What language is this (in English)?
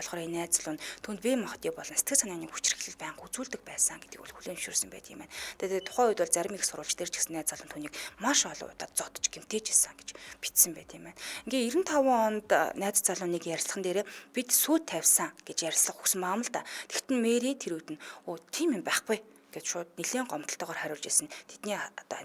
Mongolian